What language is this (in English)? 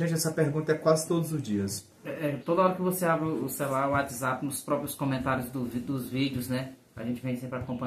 Portuguese